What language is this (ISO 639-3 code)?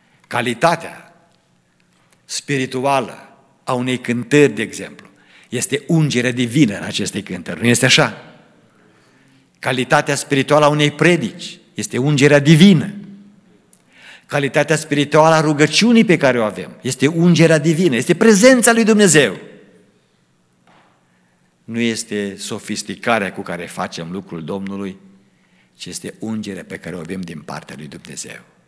ron